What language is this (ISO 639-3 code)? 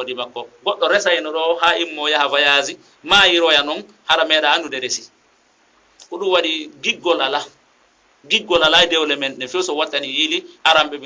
ful